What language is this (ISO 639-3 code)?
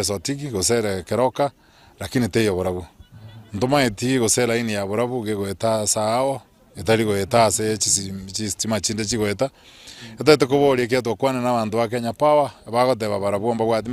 guz